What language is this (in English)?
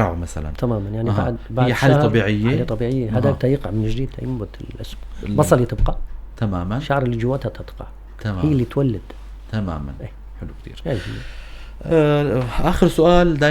North Levantine Arabic